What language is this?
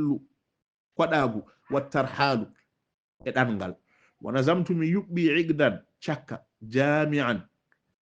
Fula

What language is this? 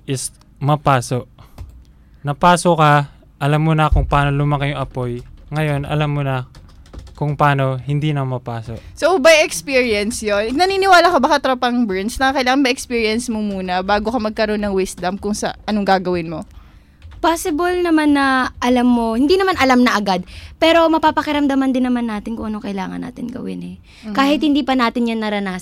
Filipino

